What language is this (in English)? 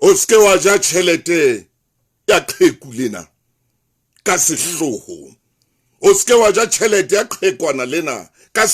Southern Sotho